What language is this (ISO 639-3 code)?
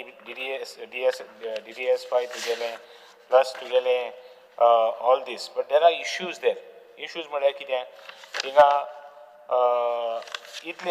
kok